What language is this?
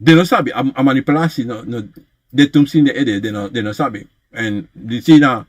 Sranan Tongo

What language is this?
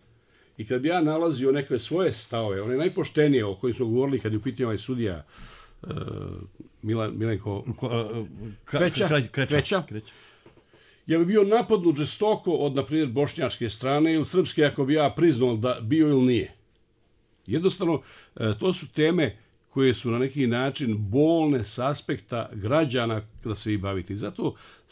Bosnian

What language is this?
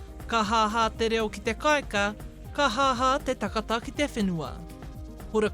Māori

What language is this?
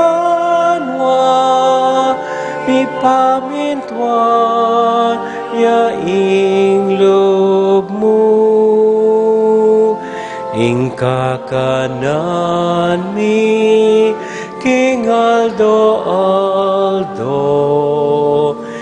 Pampanga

